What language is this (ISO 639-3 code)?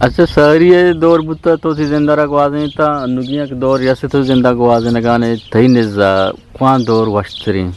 bgp